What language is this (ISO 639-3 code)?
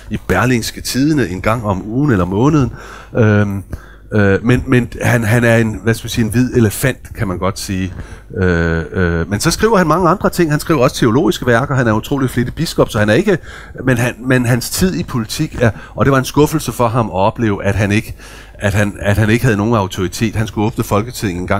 dan